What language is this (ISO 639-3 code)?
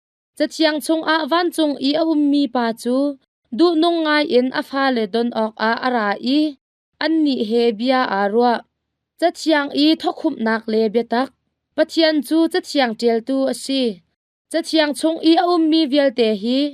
cnh